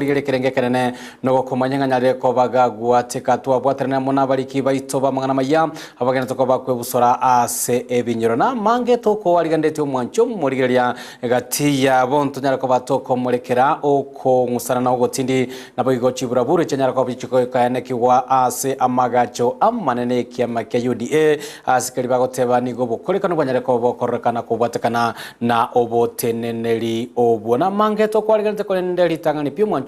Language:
Gusii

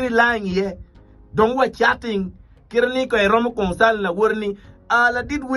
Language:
Acoli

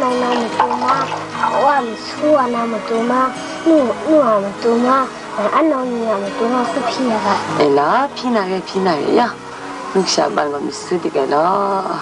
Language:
Kachin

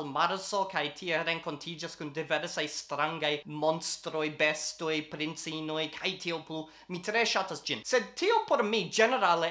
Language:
Esperanto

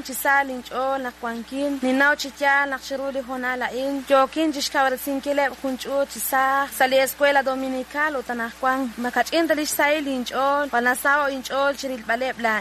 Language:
Kekchí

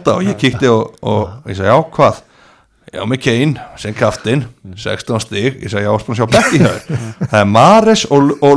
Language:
Icelandic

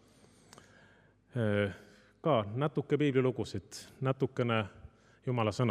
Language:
Estonian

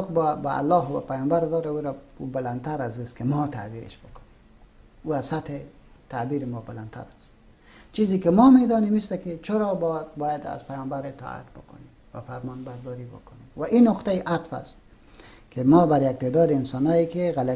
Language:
Persian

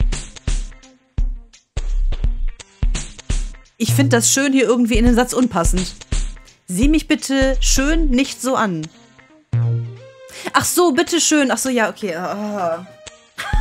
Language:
German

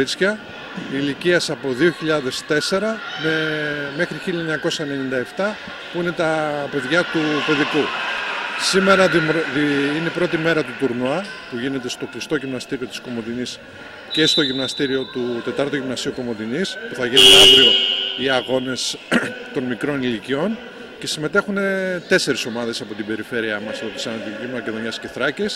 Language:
Greek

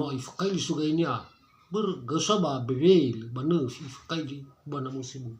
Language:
Nias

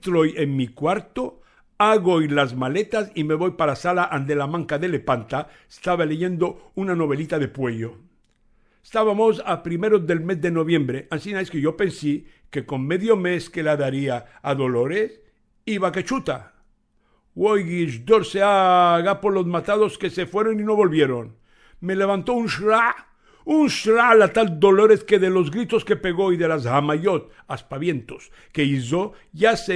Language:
Ladino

